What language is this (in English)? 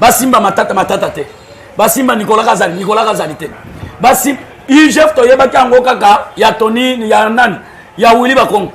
Lingala